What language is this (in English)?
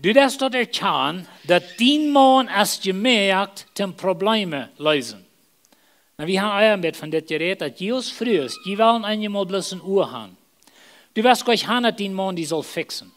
Plautdietsch